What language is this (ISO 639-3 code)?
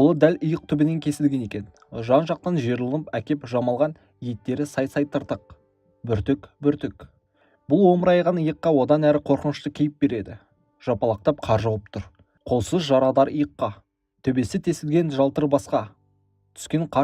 kaz